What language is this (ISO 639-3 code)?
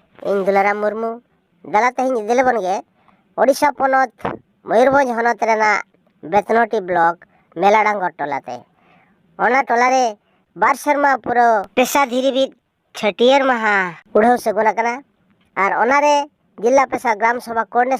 sat